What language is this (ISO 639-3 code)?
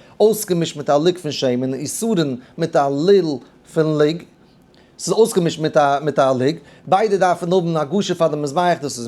yid